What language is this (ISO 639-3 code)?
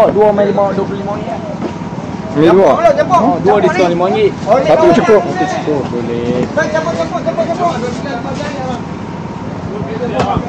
msa